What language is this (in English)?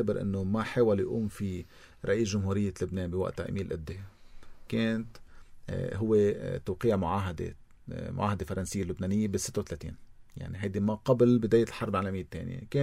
North Levantine Arabic